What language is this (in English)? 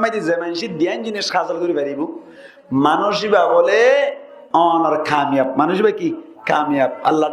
Rohingya